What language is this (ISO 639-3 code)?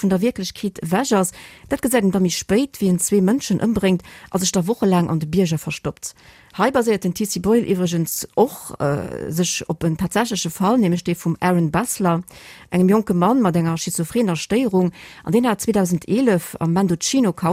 ltz